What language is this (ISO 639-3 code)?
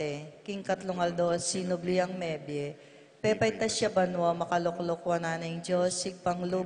pam